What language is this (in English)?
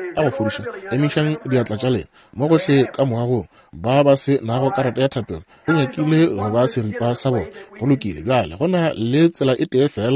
Northern Sotho